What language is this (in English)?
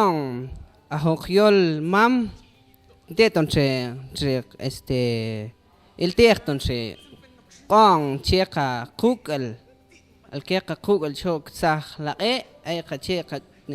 Mam